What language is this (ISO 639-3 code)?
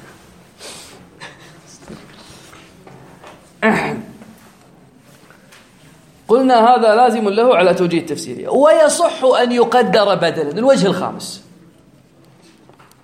ara